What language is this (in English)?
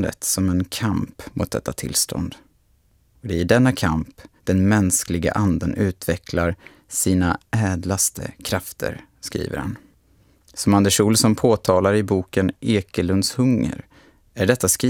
Swedish